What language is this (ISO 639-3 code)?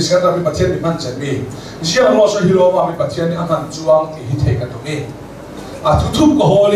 cnh